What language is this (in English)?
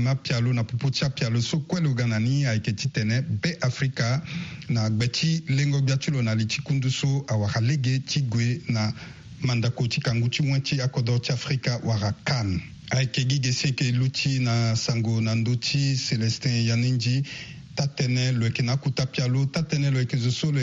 Sango